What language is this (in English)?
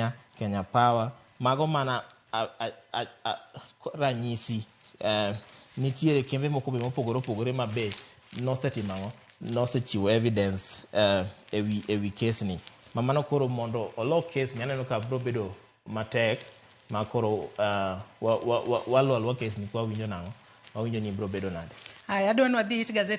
Luo (Kenya and Tanzania)